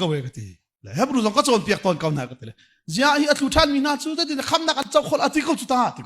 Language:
Hakha Chin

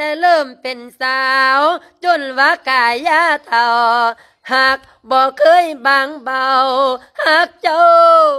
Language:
Lao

